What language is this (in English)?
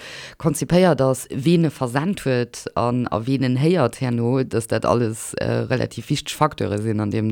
Luxembourgish